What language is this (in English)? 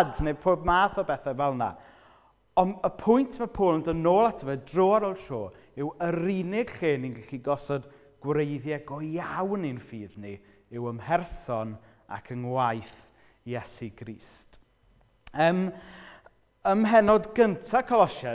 Welsh